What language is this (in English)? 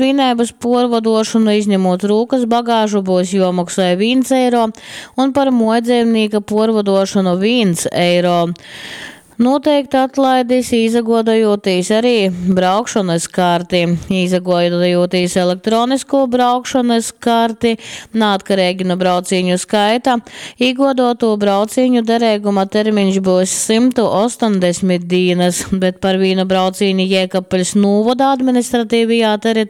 Latgalian